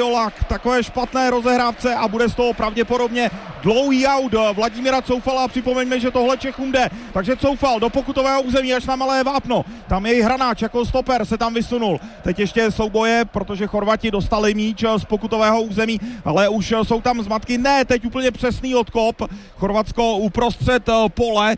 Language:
Czech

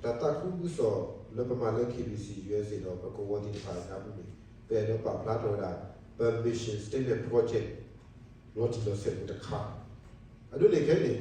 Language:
S'gaw Karen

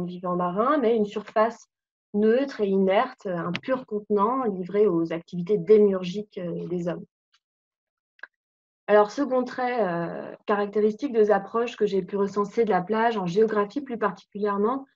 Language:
French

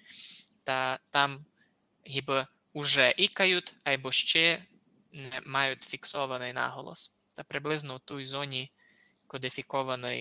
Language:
Rusyn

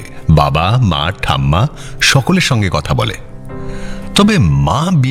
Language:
Bangla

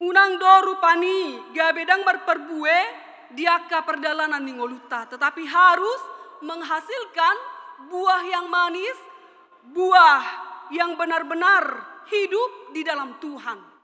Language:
Batak Toba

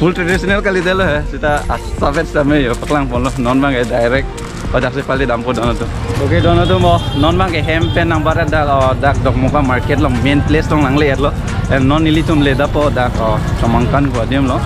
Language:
Karbi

